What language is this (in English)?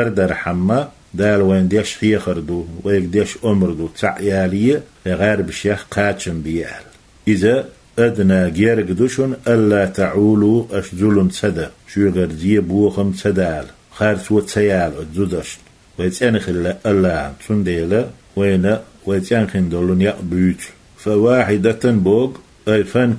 Chechen